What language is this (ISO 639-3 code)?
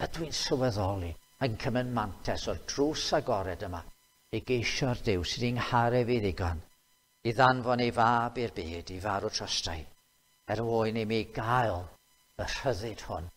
cym